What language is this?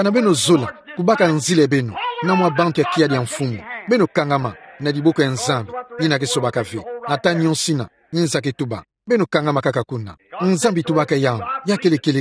Kituba (Democratic Republic of Congo)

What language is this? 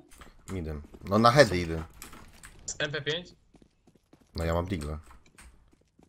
Polish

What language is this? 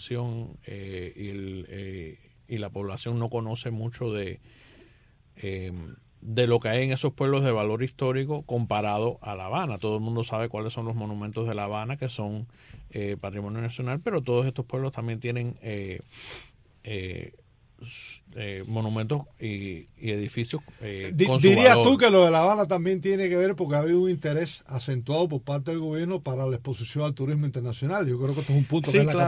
Spanish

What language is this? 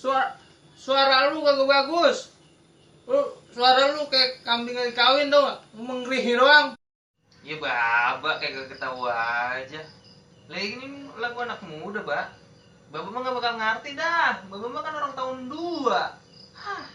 Betawi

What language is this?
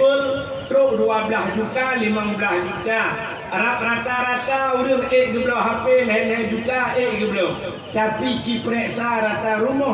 Achinese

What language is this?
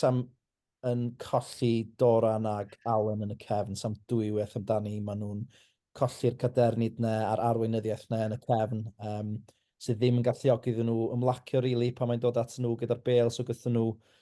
Welsh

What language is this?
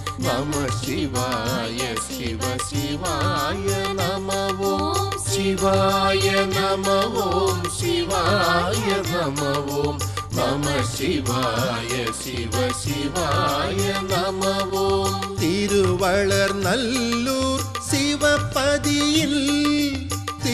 Tamil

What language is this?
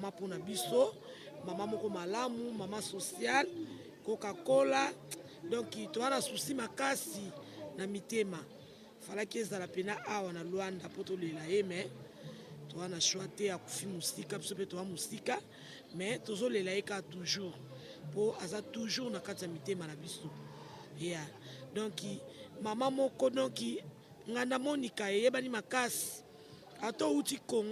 Lingala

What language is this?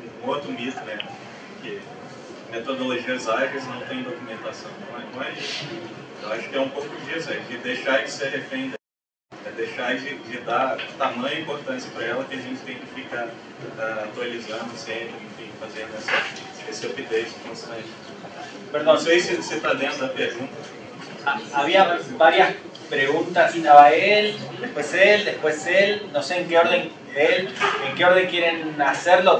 Portuguese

